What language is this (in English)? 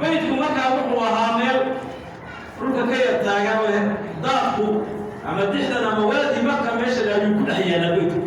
Somali